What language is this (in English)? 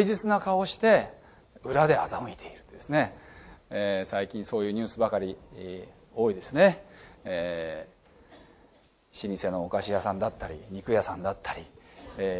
Japanese